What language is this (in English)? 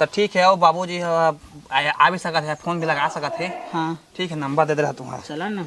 Chhattisgarhi